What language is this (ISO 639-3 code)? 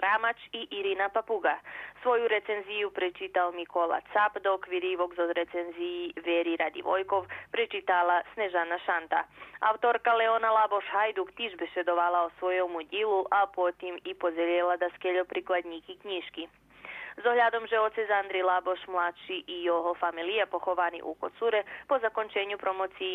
rue